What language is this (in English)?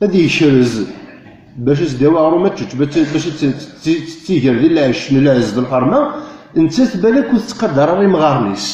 Kabyle